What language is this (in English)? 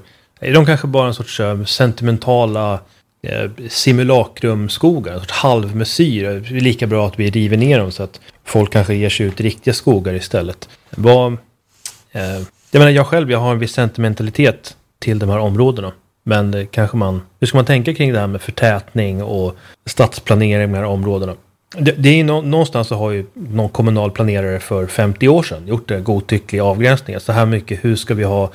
Swedish